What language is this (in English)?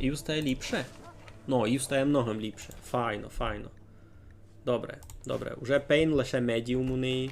Rusyn